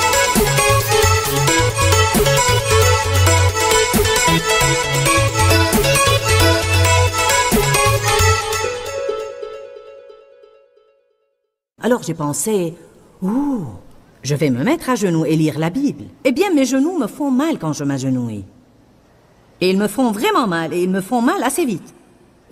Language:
French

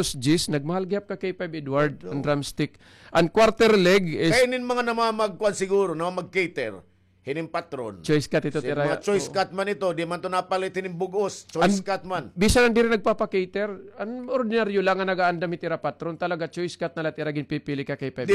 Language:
Waray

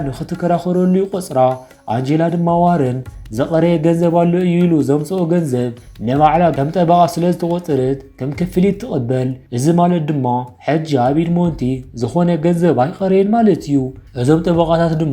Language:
Tigrinya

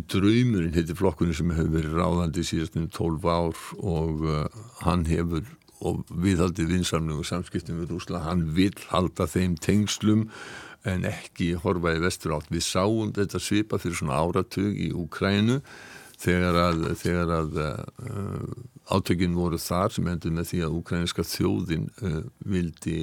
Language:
Icelandic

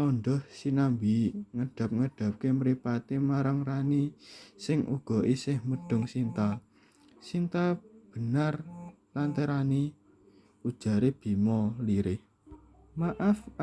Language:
Javanese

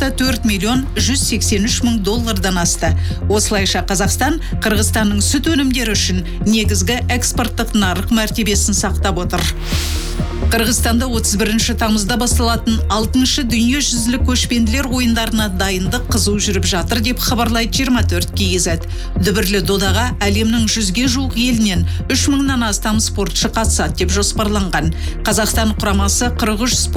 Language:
Kazakh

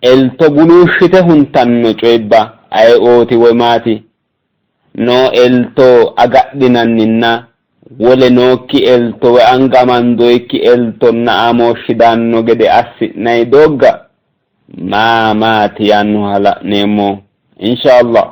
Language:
Sidamo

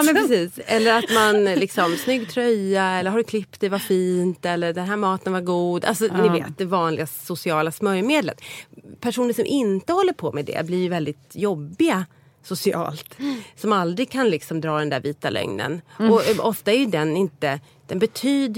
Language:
Swedish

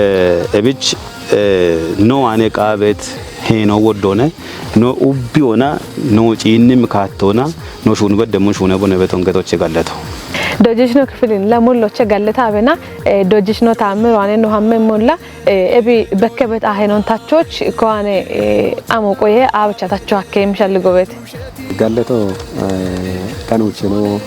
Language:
Kafa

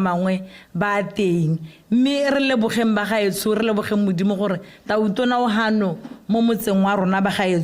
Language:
Tswana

